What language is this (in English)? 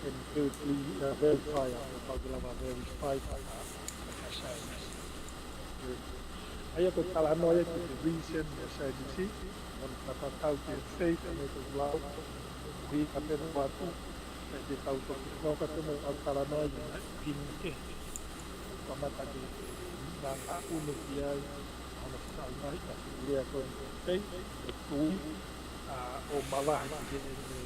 Tongan